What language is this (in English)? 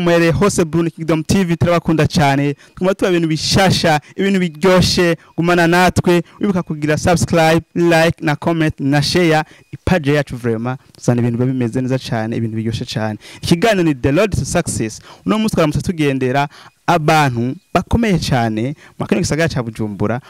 Rundi